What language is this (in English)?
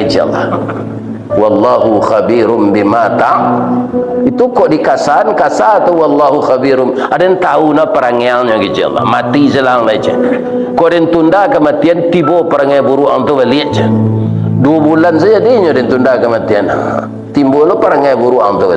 Minangkabau